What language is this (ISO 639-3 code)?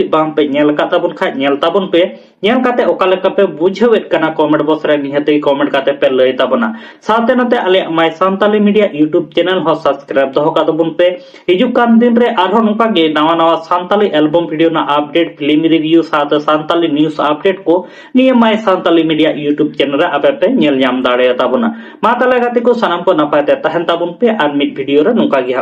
sat